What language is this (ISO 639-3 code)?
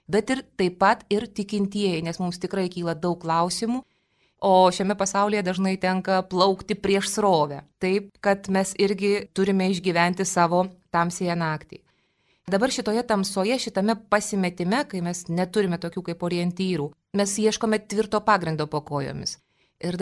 lit